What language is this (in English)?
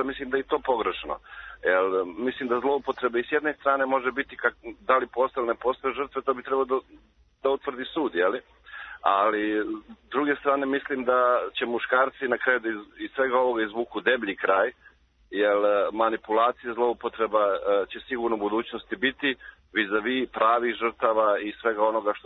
Serbian